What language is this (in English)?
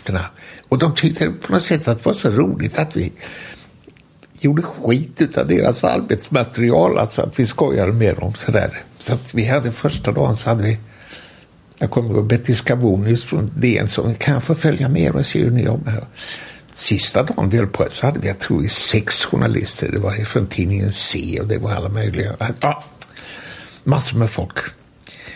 Swedish